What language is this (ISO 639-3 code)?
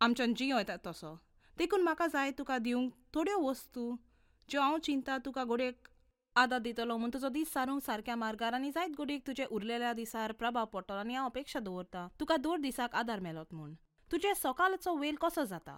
kok